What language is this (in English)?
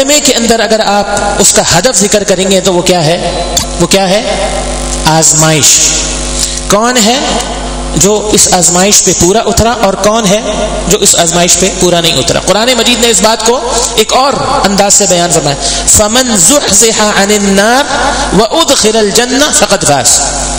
Urdu